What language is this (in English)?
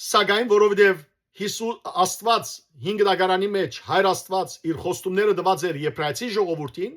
Western Armenian